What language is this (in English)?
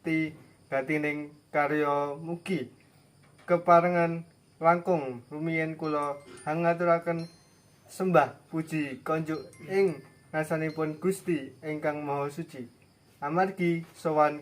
Javanese